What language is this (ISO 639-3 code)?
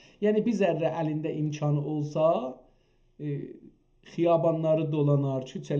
azb